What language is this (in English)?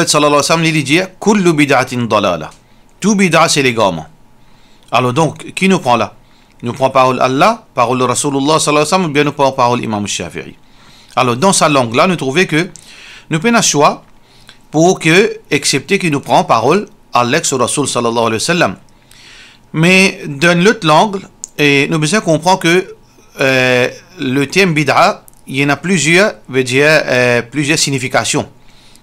Morisyen